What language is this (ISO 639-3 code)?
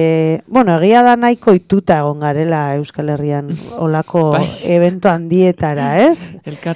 eus